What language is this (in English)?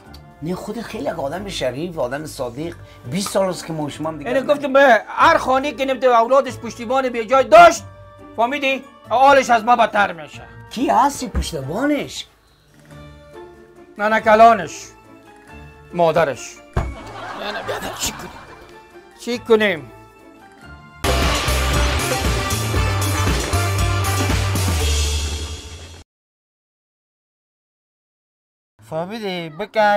Persian